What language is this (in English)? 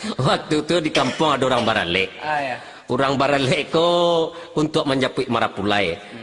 Minangkabau